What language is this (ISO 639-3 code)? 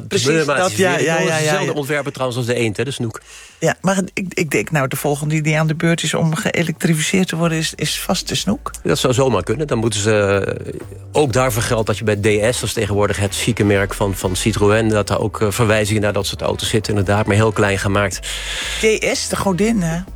nld